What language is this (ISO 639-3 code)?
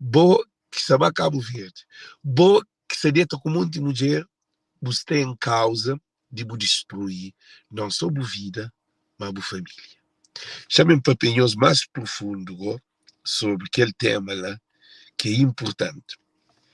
kea